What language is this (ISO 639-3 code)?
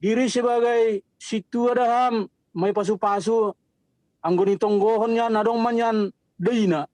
bts